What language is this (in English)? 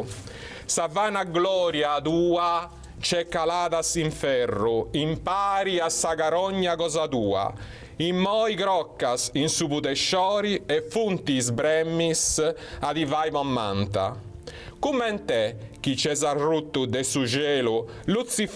Sardinian